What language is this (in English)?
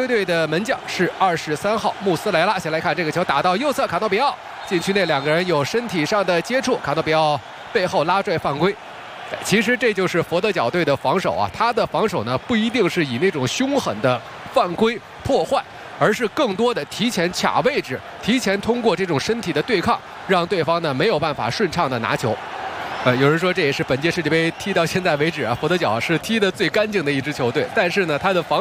Chinese